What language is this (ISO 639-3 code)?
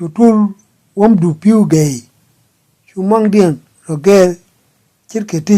nus